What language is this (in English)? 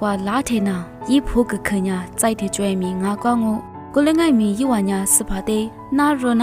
Lisu